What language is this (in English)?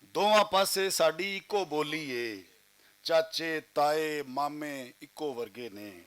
Western Panjabi